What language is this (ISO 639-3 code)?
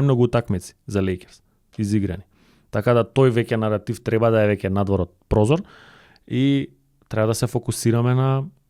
mkd